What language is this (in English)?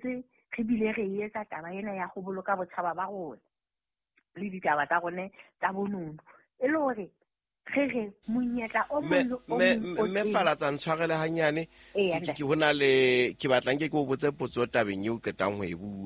Southern Sotho